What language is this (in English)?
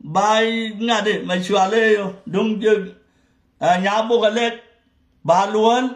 Nuer